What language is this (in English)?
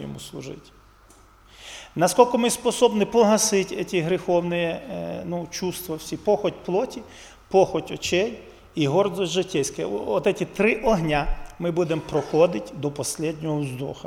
Ukrainian